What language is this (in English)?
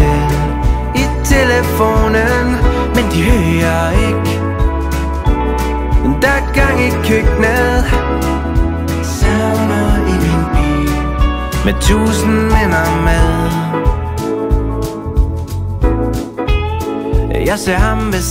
Danish